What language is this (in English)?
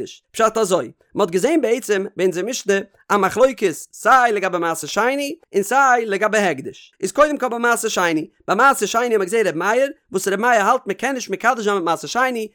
Yiddish